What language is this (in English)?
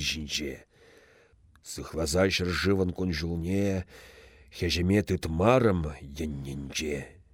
Chuvash